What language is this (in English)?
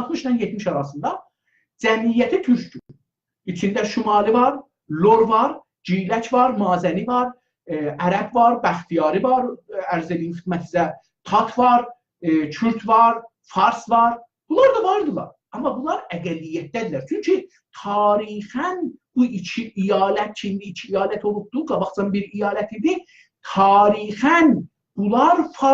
South Azerbaijani